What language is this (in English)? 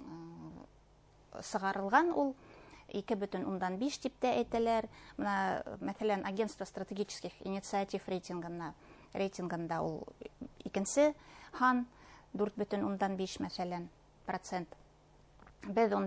Bashkir